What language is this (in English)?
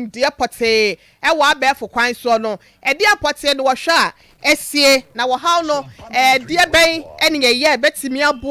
Akan